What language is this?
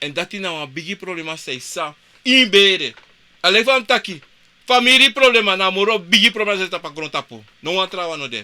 Sranan Tongo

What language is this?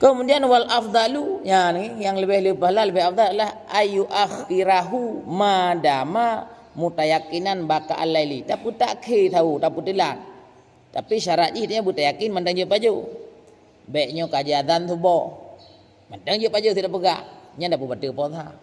Achinese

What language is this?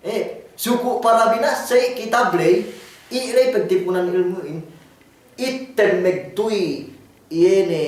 Yakan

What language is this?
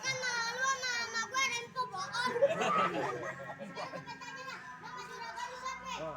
Betawi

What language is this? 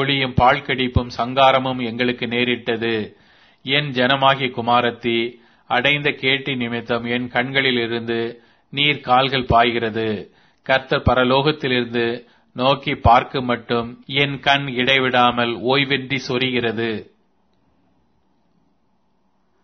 Tamil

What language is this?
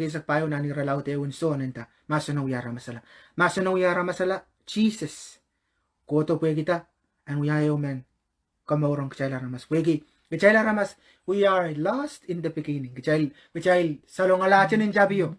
Pohnpeian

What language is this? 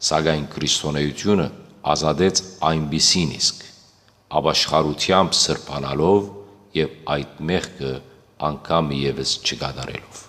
Western Armenian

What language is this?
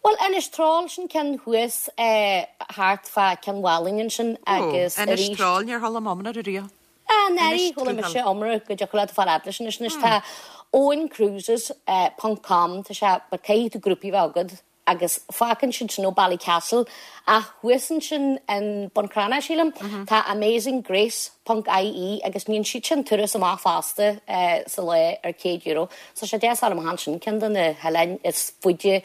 Irish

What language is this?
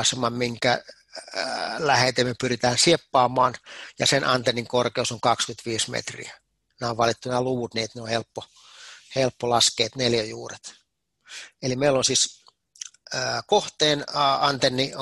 Finnish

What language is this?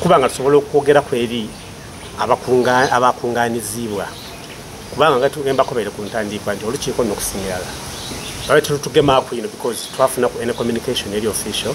Soga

